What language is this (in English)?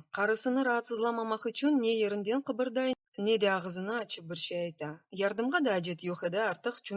Crimean Tatar